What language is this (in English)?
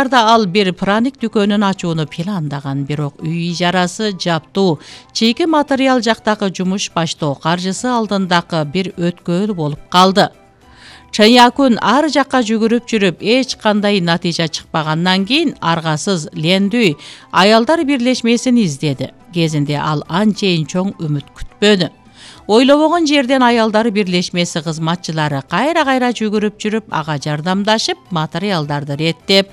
Kyrgyz